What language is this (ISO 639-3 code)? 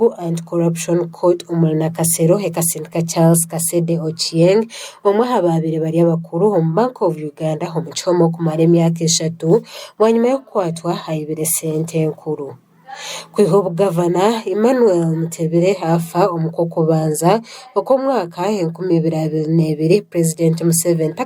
nyn